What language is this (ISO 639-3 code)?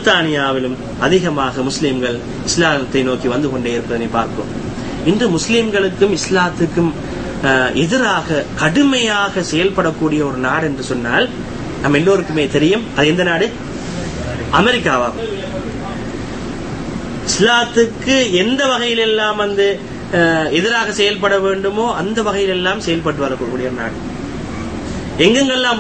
tam